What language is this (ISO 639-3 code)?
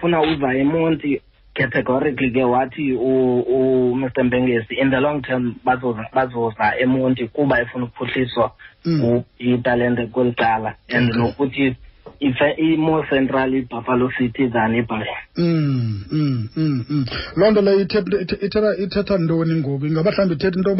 xho